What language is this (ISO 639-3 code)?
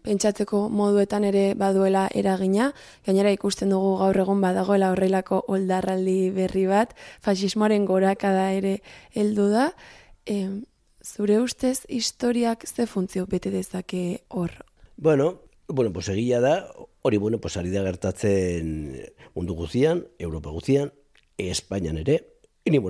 eus